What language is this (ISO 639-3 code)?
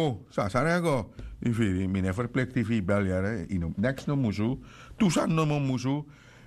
srn